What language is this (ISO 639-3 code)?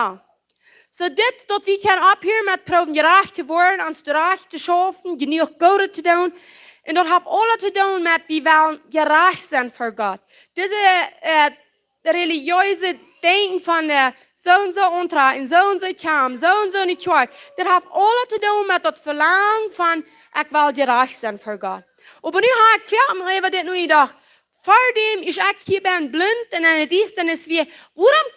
pdt